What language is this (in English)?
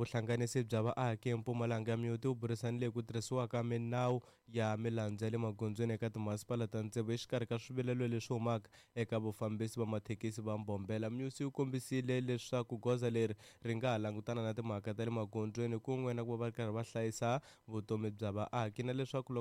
Tsonga